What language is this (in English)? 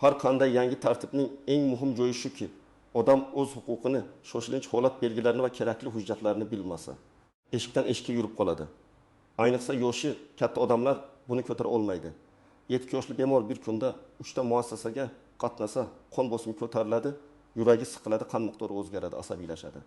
Uzbek